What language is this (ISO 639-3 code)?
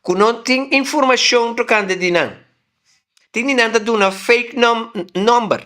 pap